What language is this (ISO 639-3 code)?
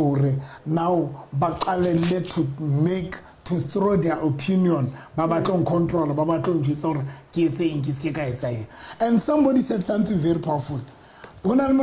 sot